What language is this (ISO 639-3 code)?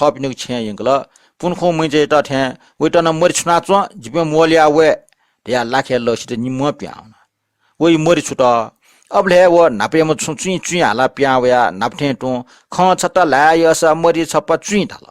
new